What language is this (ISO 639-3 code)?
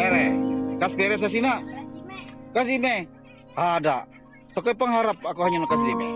mhy